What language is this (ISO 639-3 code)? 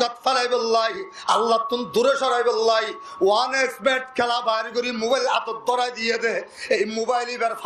rhg